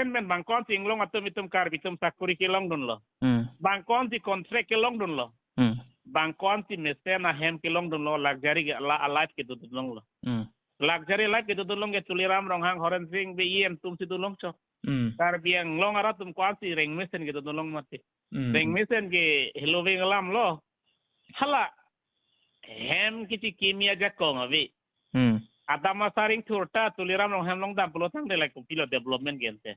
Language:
Karbi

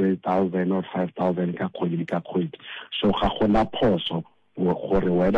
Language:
Southern Sotho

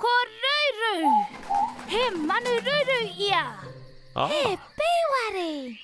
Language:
Māori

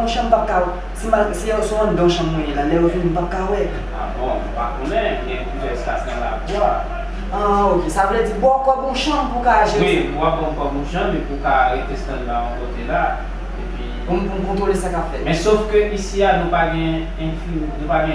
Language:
Haitian Creole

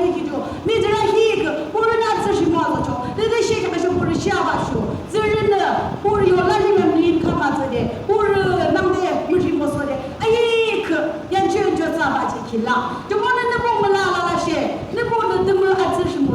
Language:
Yimchungru Naga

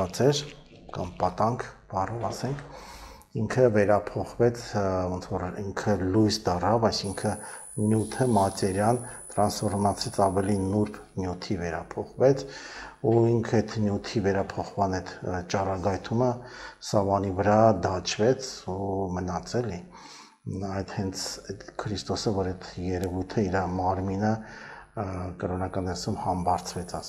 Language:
Armenian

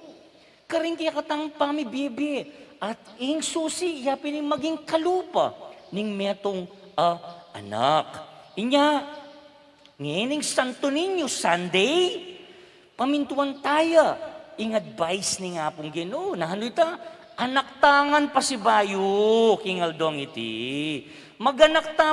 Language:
Pampanga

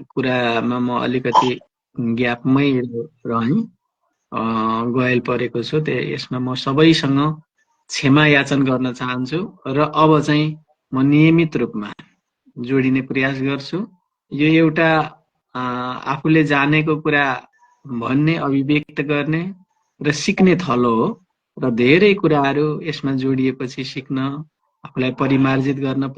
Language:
Nepali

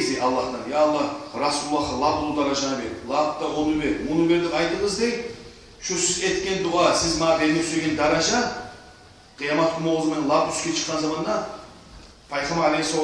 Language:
Kumyk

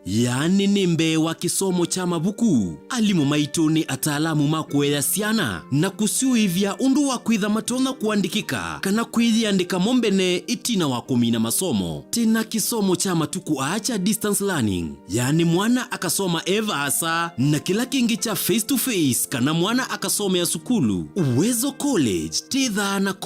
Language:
Kamba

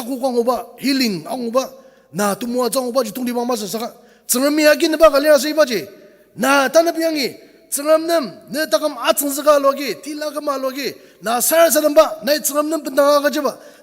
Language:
Ao Naga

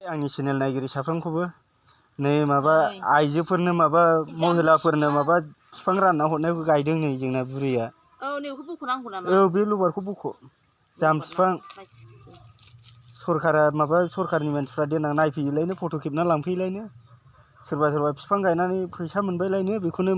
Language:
Bodo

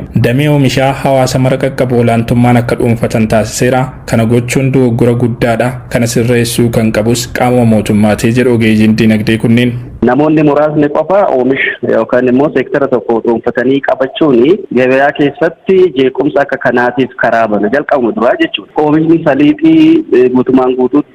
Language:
Oromo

